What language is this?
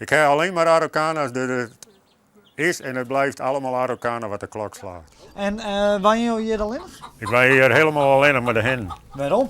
Western Frisian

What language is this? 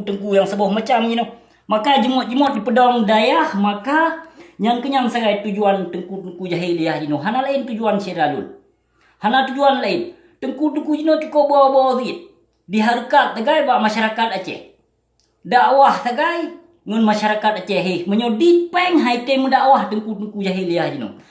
Achinese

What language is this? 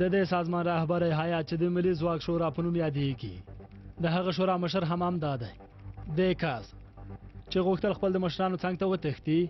Pashto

